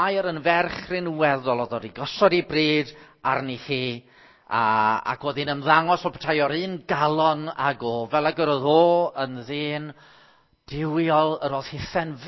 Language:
Welsh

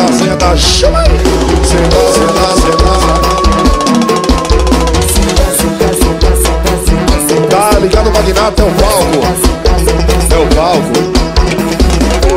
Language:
Portuguese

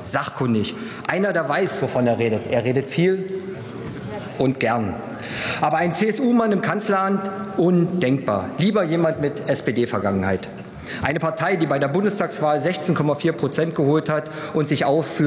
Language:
German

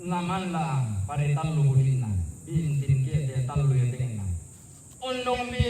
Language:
Toraja-Sa'dan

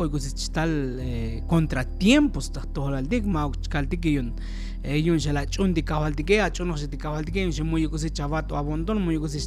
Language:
Tzotzil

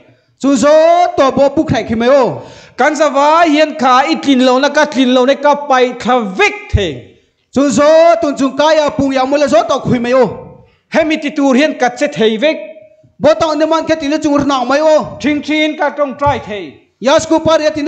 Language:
Thai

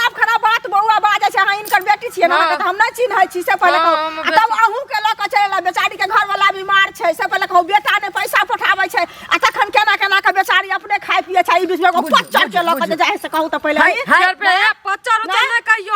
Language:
Maithili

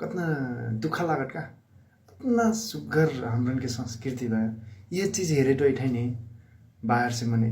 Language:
Nepali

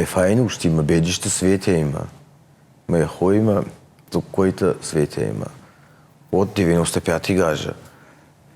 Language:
Ossetic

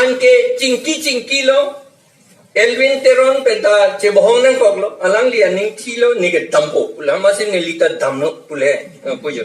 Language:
Karbi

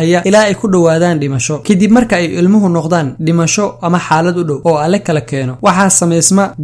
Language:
Somali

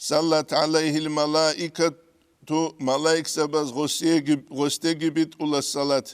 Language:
Avaric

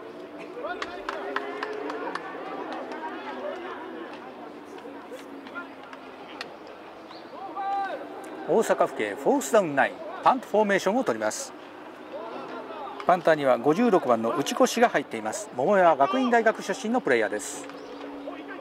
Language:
Japanese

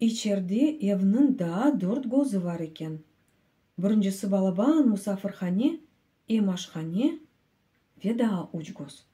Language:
Crimean Tatar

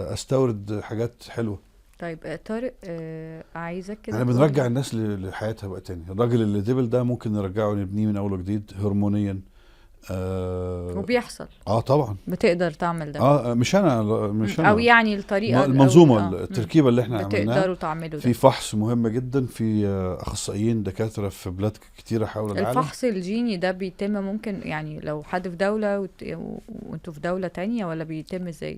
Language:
Egyptian Arabic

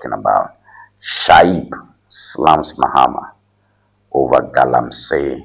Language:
Ewe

